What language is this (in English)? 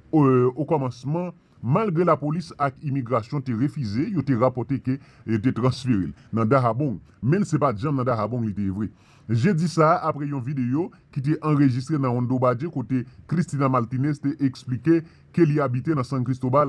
Haitian Creole